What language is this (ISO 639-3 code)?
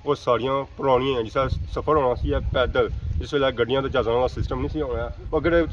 phr